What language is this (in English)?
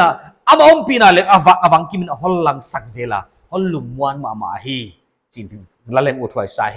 Paite Chin